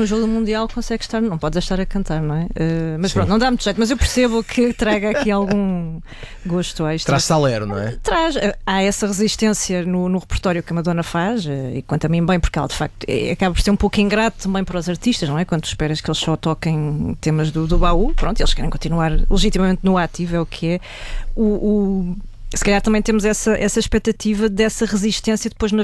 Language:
Portuguese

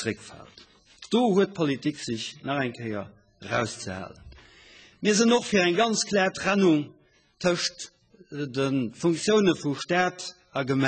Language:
Luxembourgish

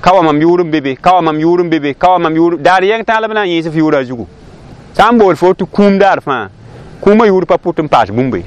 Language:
Mossi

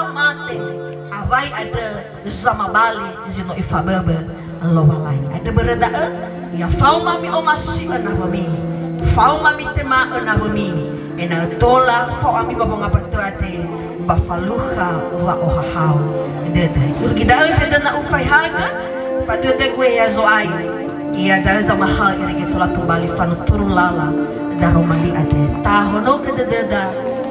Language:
Nias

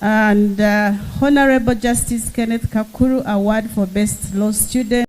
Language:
Nyankole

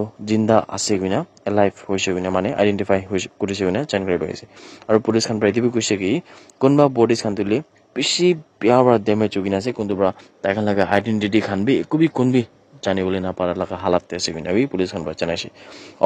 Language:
Naga Pidgin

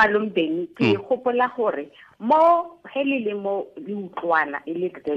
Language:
Tswana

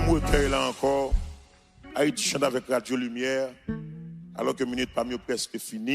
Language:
Haitian Creole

